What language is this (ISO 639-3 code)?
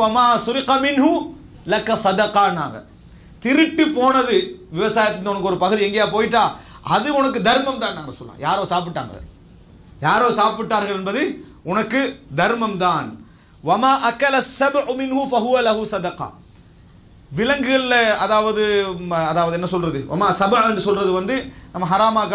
tam